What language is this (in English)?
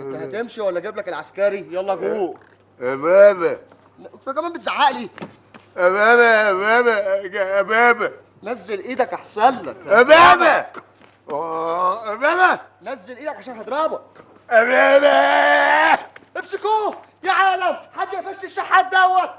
Egyptian Arabic